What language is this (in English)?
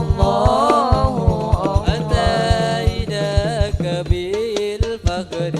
Madurese